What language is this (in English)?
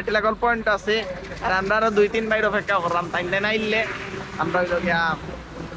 Sylheti